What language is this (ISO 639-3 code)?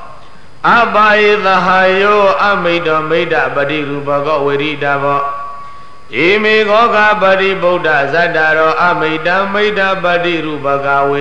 mya